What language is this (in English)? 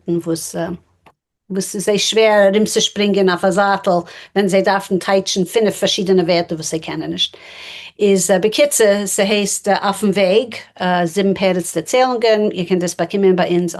Yiddish